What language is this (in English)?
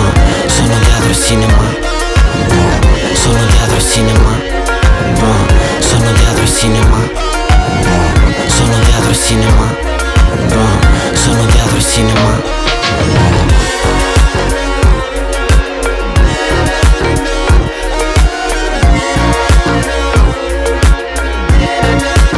Italian